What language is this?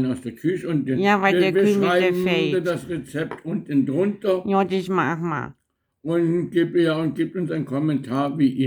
Bavarian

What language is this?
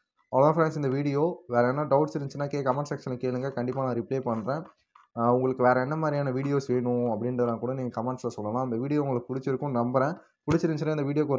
Tamil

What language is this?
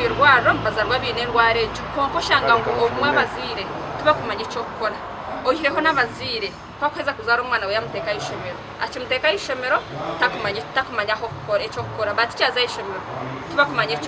Nyankole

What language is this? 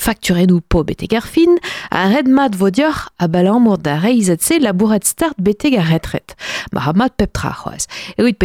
Breton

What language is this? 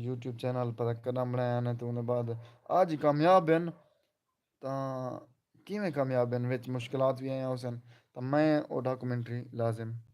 Saraiki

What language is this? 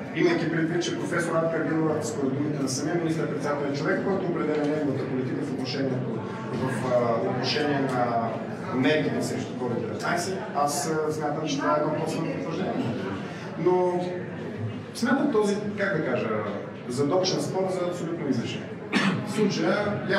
Bulgarian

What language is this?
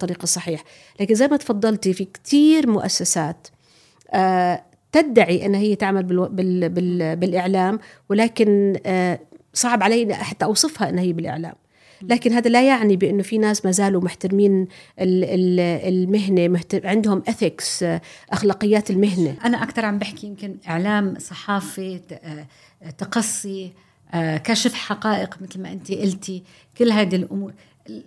North Levantine Arabic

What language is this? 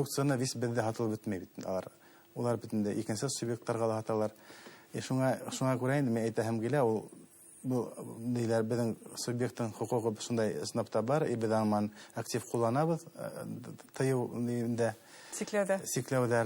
Bashkir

